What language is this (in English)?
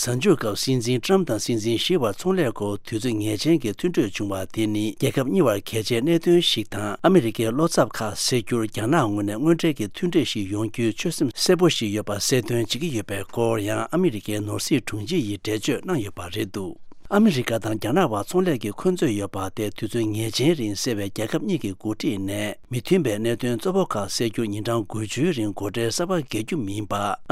Tibetan